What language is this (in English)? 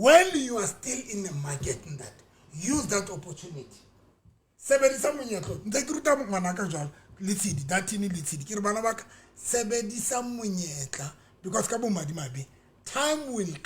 Southern Sotho